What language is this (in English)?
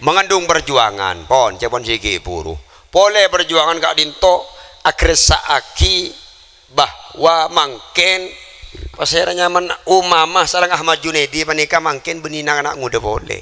Madurese